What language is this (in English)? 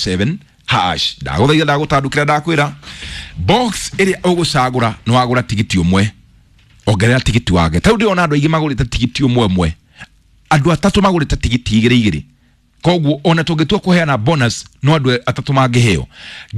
Kikuyu